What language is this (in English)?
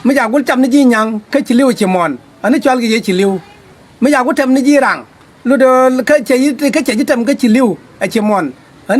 Nuer